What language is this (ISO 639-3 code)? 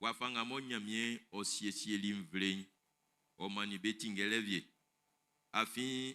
bci